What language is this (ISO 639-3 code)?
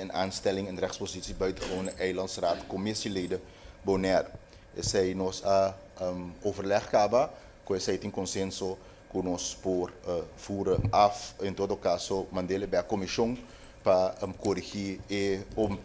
pap